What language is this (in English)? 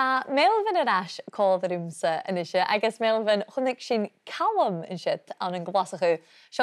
Scottish Gaelic